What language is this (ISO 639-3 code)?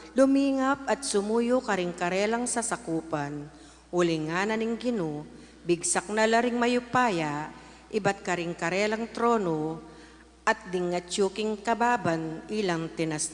pam